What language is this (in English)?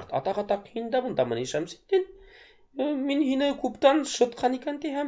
Bashkir